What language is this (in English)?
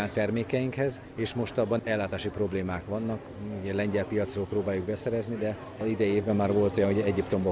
Hungarian